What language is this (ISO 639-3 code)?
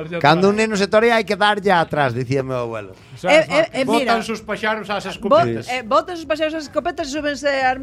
glg